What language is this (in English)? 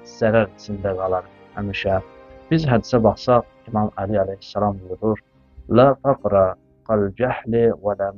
Azerbaijani